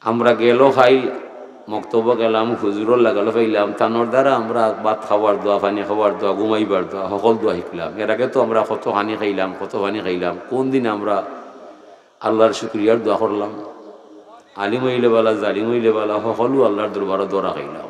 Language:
Sylheti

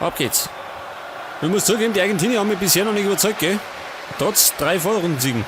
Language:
Bavarian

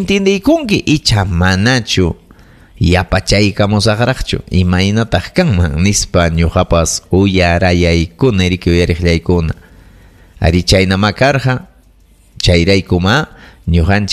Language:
Ayacucho Quechua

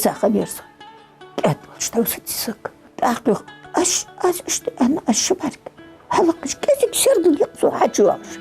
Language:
Ingush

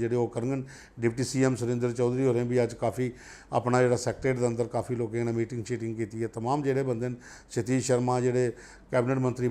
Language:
Dogri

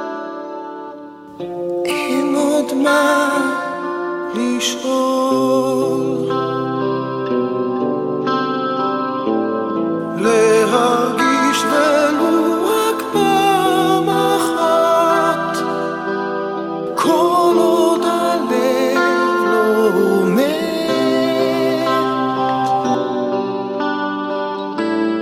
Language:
Hebrew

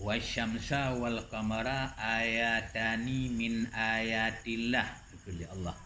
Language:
Achinese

